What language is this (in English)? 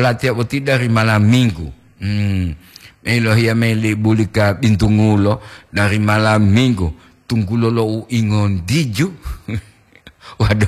Gorontalo